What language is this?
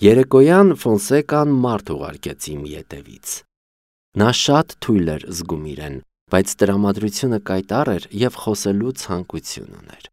Armenian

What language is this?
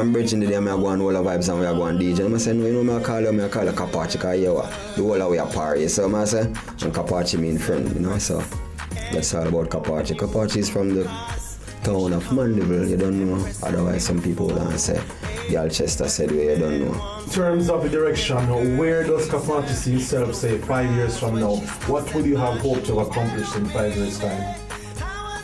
Jamaican Creole English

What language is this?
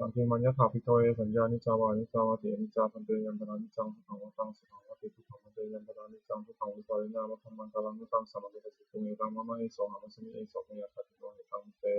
Pali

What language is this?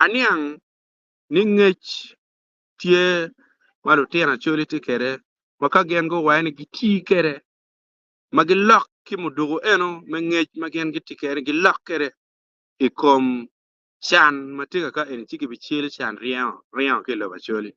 Acoli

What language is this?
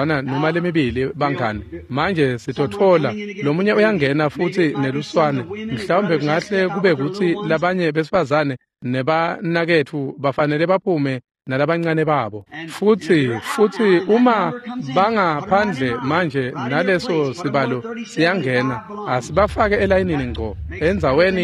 Swati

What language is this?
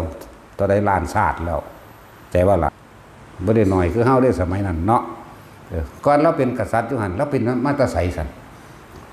Northeastern Thai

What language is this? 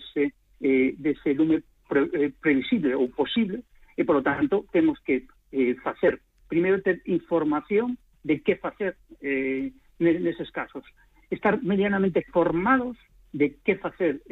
Galician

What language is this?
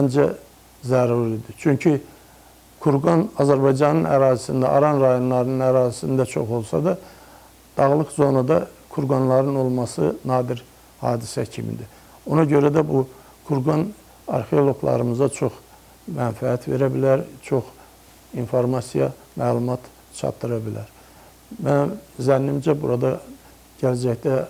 Azerbaijani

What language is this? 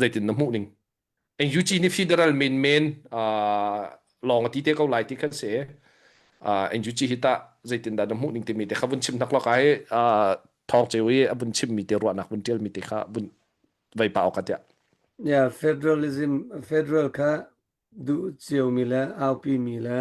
Hakha Chin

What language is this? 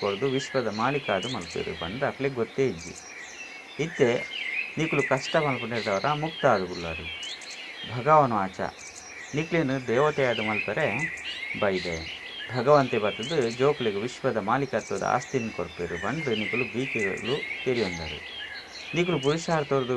Tulu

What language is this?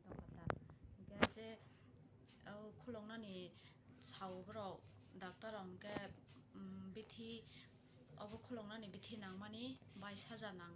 Kok Borok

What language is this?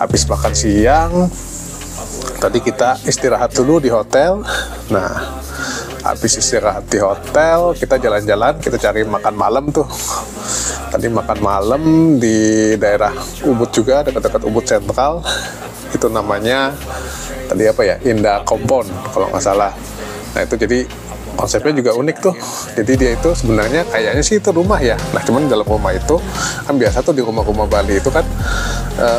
Indonesian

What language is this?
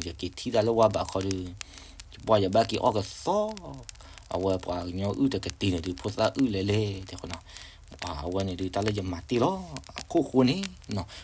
S'gaw Karen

